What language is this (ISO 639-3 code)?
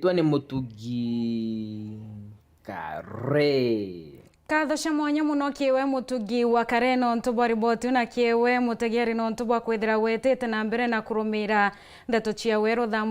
mer